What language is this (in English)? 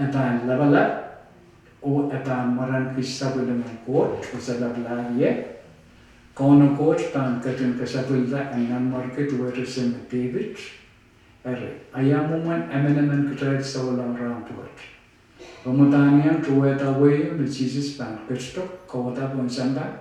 Pohnpeian